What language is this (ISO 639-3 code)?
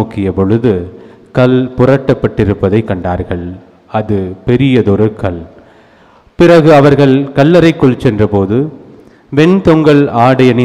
tam